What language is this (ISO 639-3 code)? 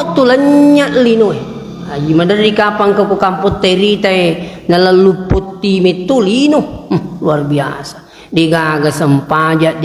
bug